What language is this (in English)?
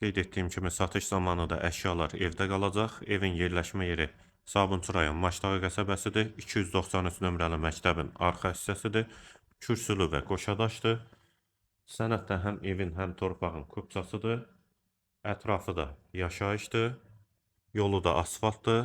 Azerbaijani